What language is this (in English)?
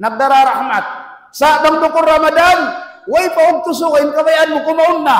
Tausug